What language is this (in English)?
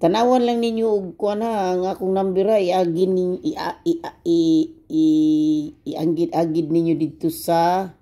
Cebuano